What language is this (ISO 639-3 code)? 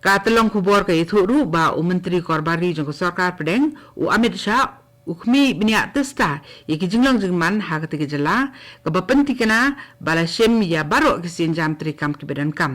kha